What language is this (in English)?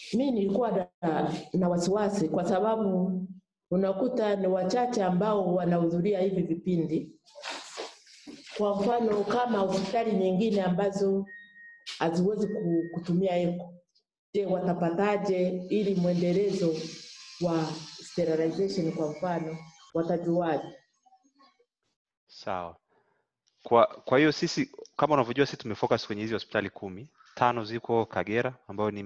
Swahili